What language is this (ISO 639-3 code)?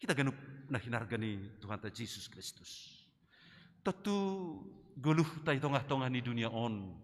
bts